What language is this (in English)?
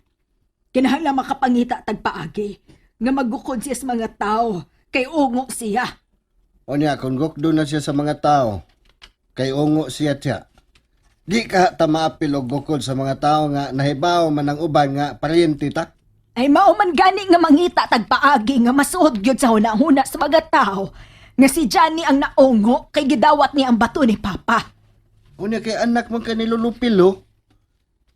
Cebuano